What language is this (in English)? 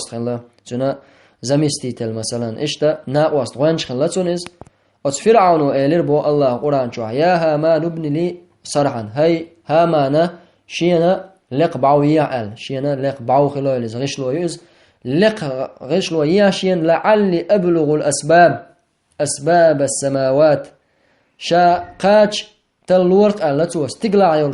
Chechen